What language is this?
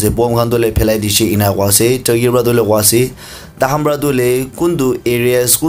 Naga Pidgin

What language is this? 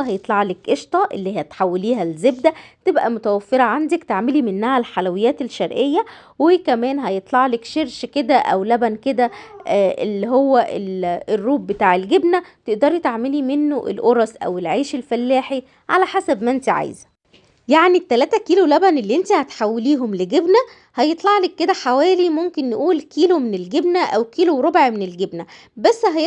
Egyptian Arabic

